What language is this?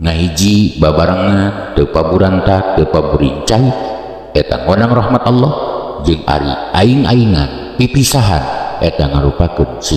Sundanese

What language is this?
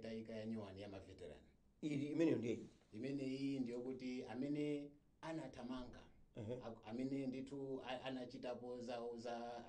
Nyanja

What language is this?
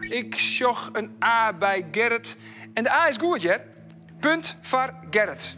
Western Frisian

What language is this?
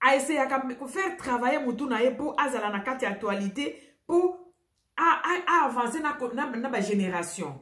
Lingala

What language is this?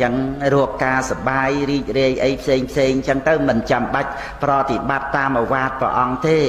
Khmer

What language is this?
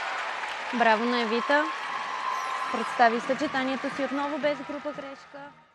Bulgarian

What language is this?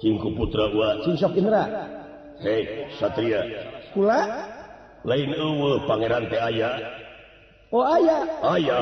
Sundanese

